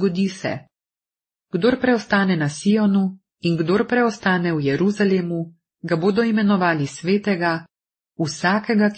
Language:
Slovenian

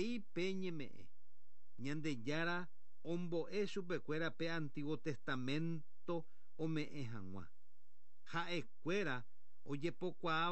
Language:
Guarani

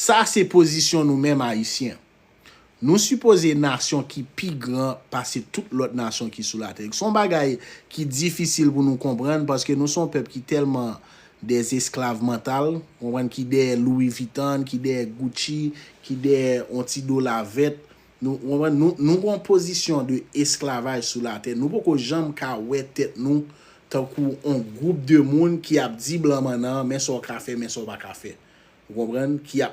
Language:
Haitian Creole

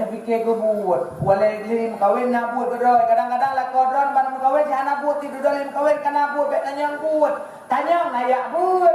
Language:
Achinese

